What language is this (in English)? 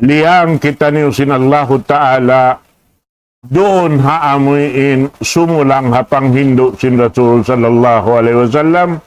Tausug